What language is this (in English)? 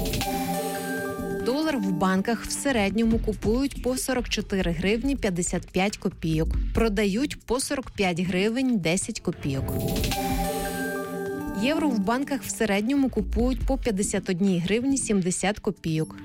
Ukrainian